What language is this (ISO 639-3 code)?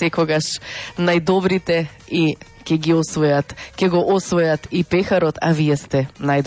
mkd